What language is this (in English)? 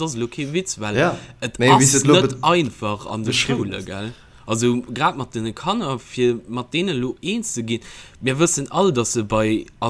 Luxembourgish